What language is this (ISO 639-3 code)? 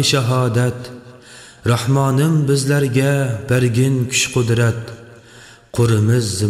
uig